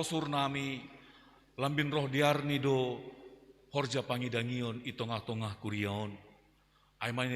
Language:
Batak Simalungun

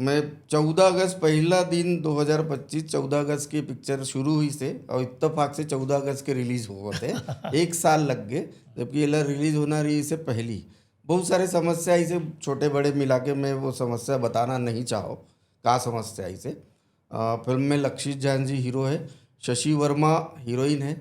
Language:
Chhattisgarhi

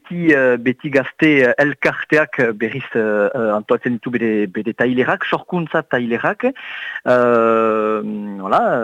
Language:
Basque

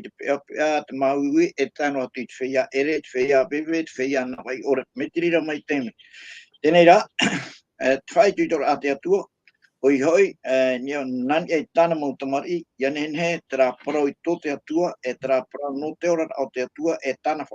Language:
Tahitian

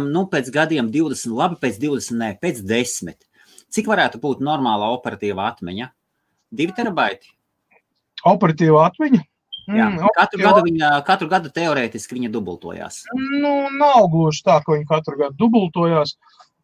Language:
Latvian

